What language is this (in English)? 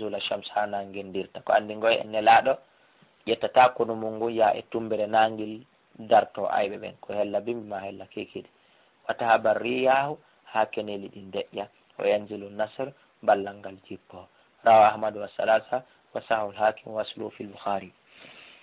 Fula